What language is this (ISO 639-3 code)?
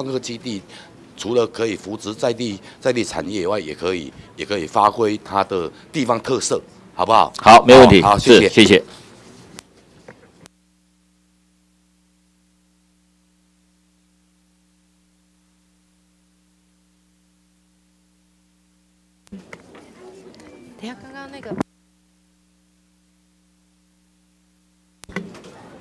zho